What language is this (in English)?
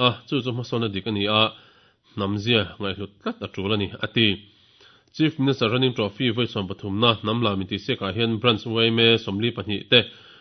Mizo